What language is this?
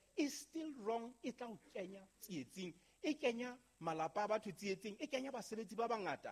Southern Sotho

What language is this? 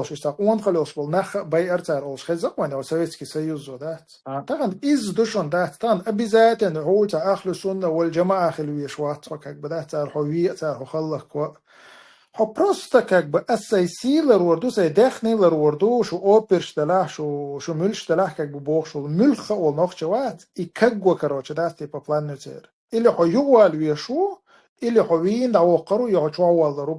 Chechen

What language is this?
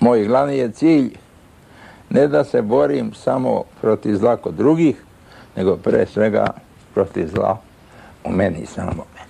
Serbian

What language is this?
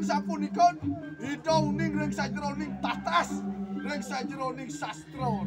Balinese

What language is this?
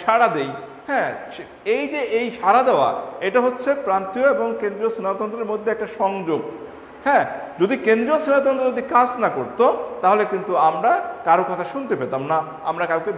Bangla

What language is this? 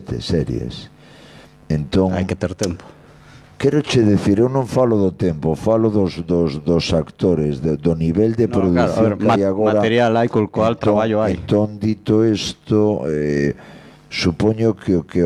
Galician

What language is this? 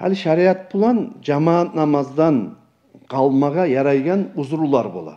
Kumyk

